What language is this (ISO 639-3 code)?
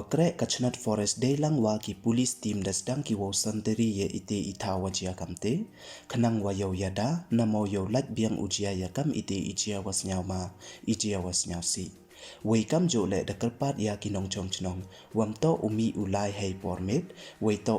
pbv